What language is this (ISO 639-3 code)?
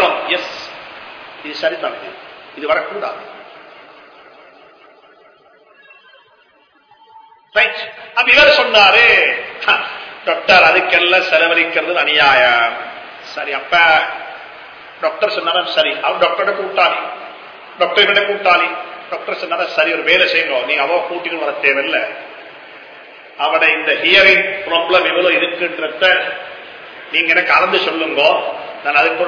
tam